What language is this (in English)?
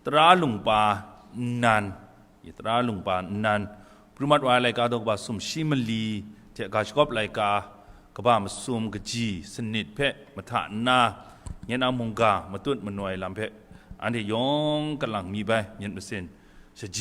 Kachin